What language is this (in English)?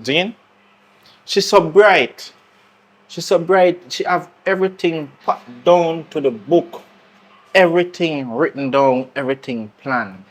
Jamaican Creole English